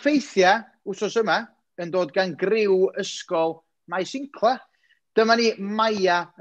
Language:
Welsh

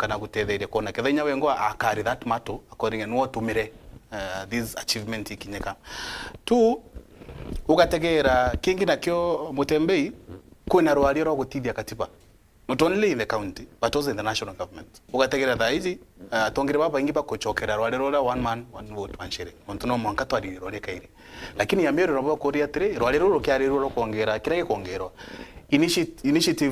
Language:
Meru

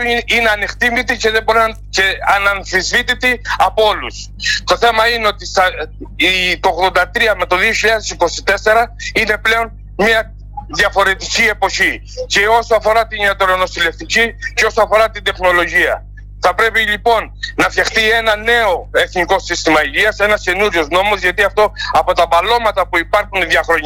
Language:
Greek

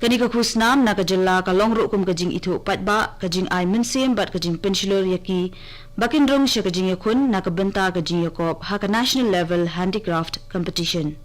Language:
Khasi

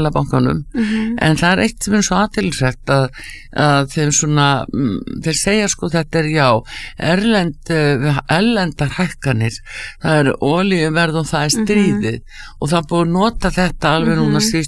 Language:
Icelandic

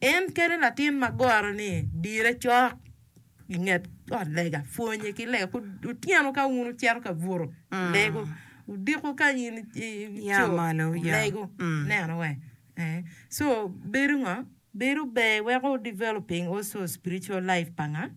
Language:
Acoli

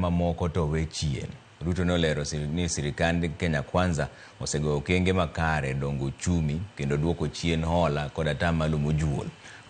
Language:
Luo (Kenya and Tanzania)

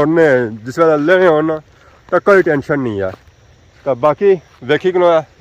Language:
Pahari-Potwari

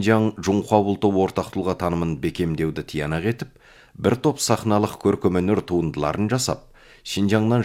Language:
Kazakh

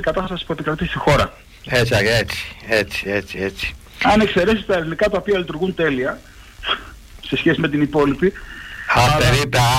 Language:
Greek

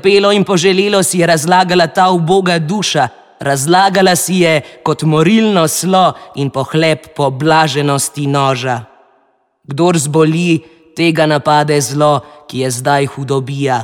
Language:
Slovenian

